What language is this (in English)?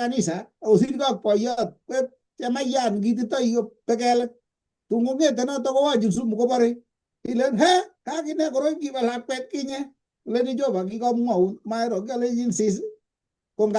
Kalenjin